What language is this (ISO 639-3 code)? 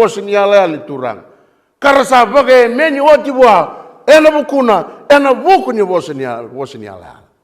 fij